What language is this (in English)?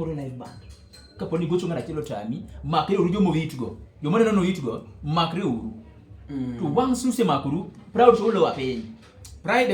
Luo (Kenya and Tanzania)